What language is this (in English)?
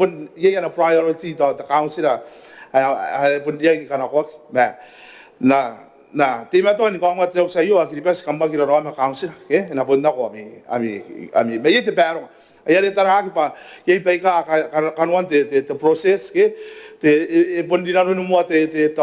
Gilbertese